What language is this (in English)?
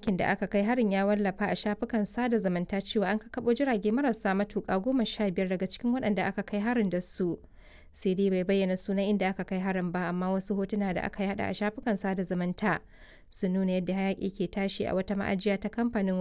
Hausa